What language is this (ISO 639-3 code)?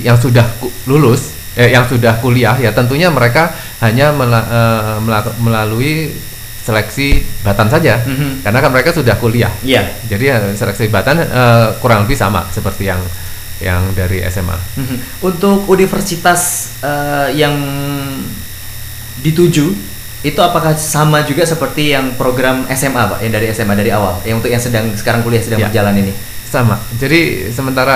ind